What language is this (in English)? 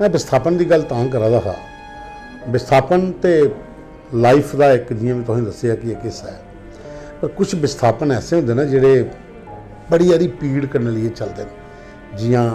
Dogri